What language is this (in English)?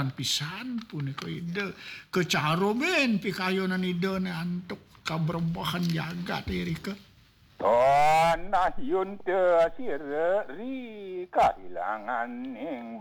Balinese